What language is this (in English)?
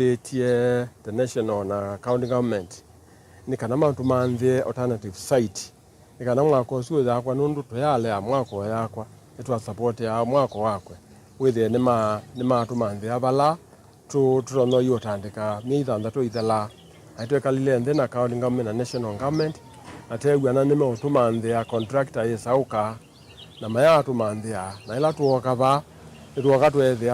Kamba